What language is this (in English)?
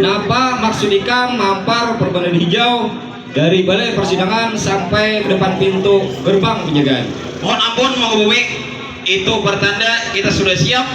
Banjar